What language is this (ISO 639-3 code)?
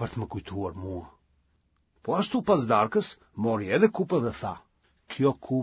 sqi